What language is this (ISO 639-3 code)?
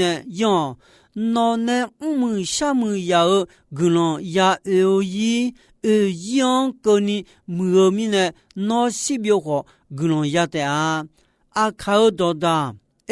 ahk